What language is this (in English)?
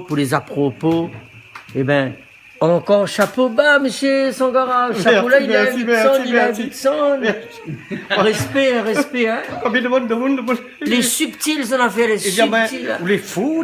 Réunion Creole French